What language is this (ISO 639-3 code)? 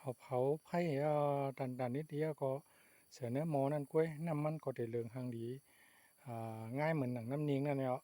shn